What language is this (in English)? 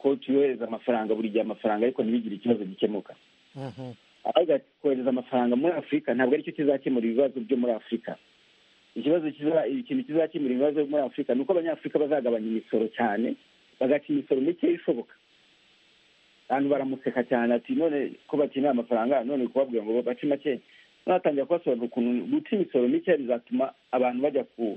Kinyarwanda